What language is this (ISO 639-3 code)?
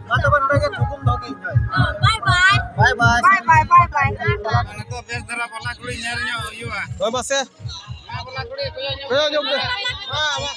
sat